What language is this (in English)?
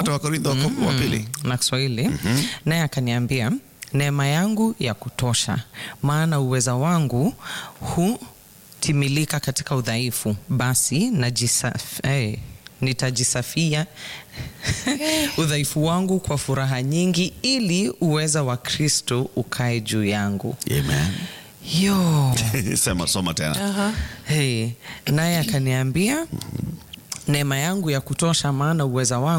Swahili